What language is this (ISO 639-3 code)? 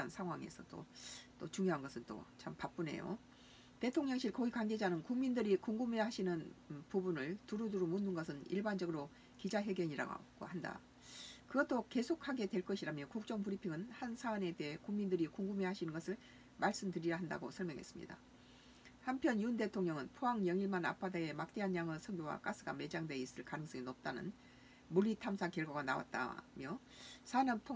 kor